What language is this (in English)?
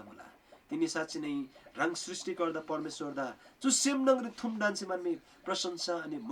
Eastern Tamang